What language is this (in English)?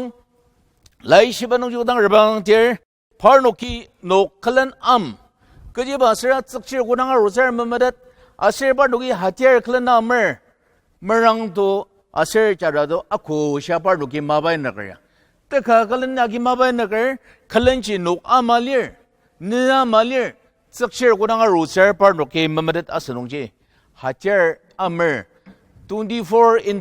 Ao Naga